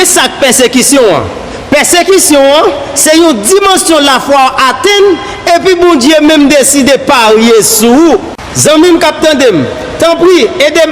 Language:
Haitian Creole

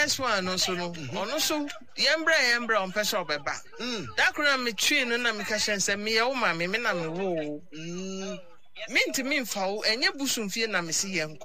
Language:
Akan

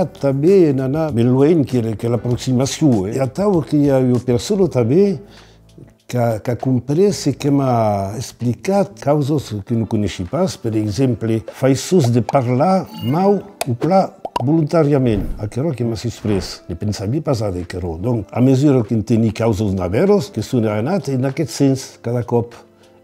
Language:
Occitan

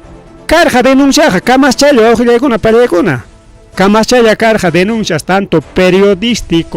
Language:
Ayacucho Quechua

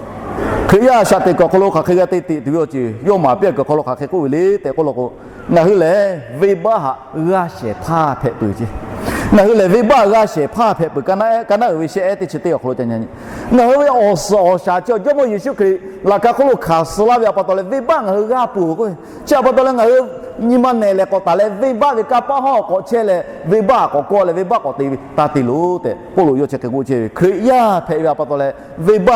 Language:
Lahu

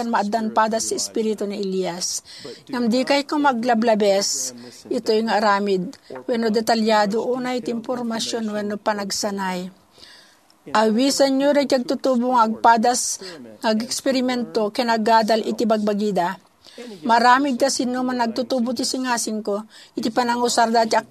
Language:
Iloko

